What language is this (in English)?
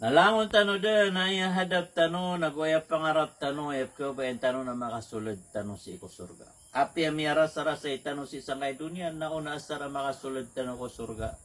Maranao